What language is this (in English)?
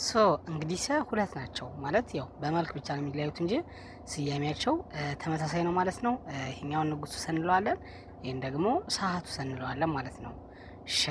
Amharic